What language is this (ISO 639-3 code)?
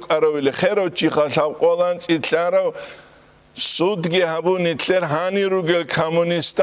ava